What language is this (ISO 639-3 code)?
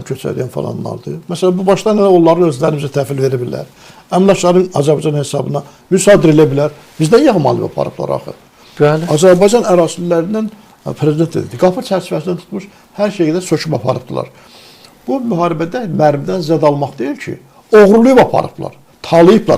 aze